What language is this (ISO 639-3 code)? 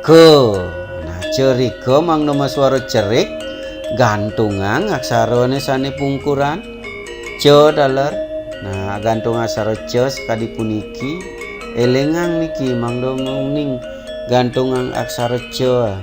ban